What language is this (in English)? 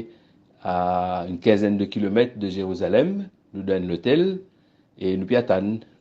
Morisyen